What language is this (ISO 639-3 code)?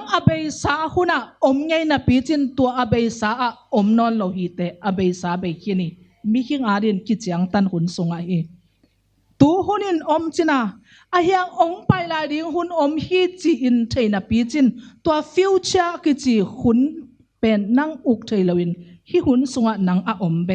ctd